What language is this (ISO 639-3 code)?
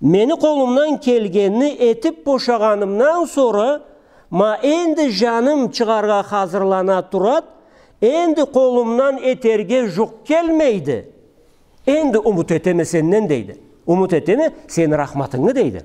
krc